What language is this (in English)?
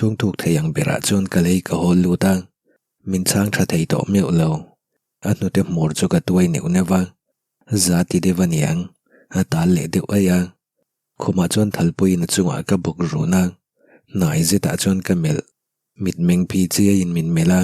Mizo